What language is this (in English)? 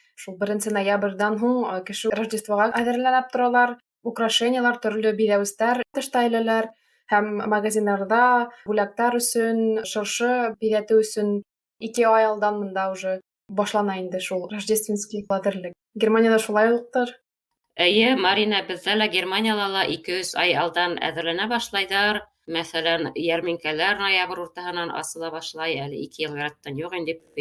Bashkir